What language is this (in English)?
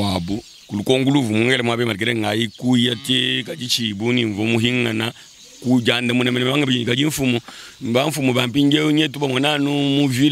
Luba-Lulua